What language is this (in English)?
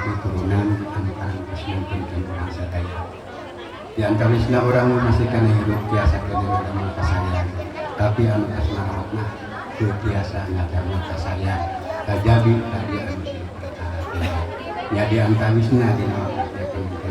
Sundanese